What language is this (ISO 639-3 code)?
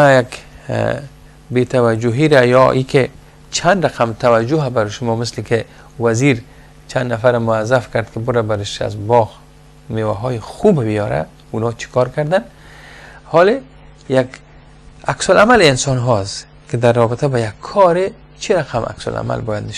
fas